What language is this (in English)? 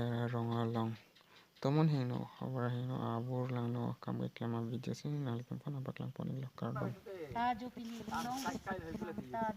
Karbi